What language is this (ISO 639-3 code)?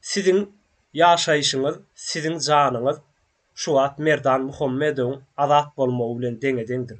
tuk